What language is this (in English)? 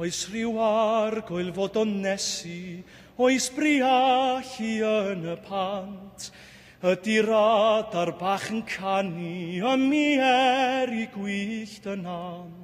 Welsh